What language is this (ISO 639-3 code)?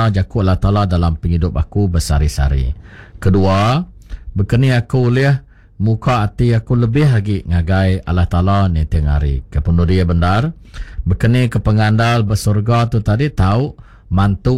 iba